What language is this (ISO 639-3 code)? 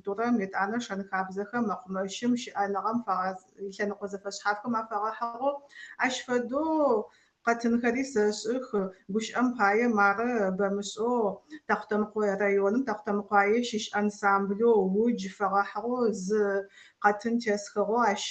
ady